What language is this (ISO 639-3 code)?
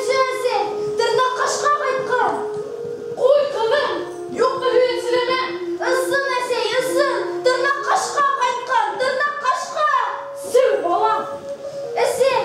bak